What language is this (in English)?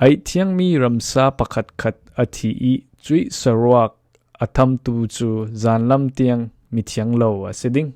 Falam Chin